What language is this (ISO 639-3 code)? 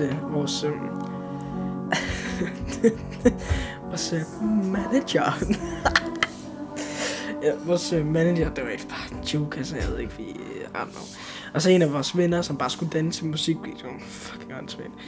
dan